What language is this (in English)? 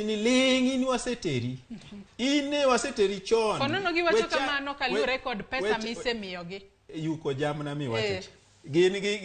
Luo (Kenya and Tanzania)